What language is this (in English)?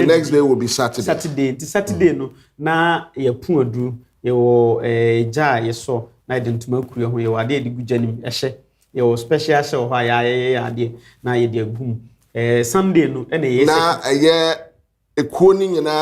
Akan